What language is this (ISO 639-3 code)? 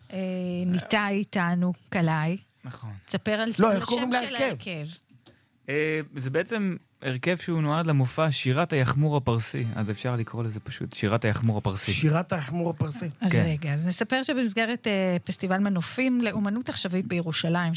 heb